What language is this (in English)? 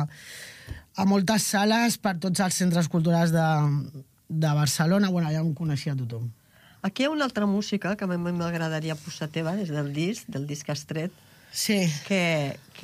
Catalan